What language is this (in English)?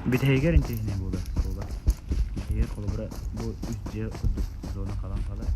Yakut